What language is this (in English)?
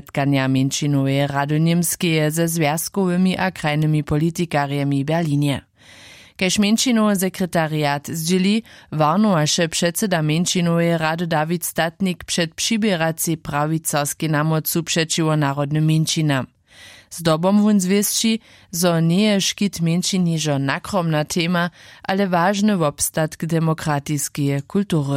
Upper Sorbian